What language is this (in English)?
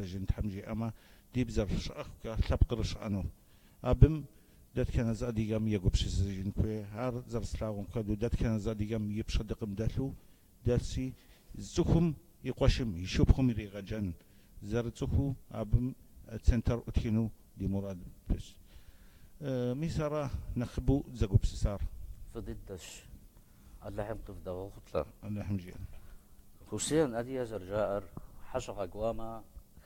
Kabardian